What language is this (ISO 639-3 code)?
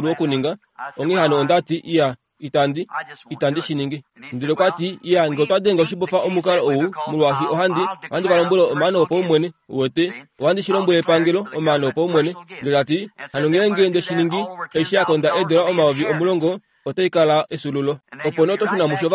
kua